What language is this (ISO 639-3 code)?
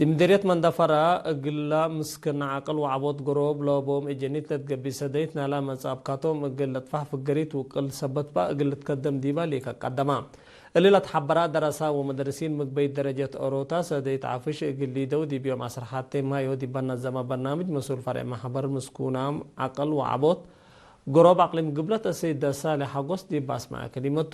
tig